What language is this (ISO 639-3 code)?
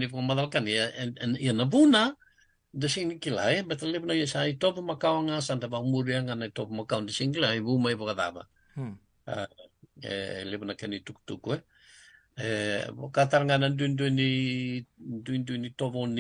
fij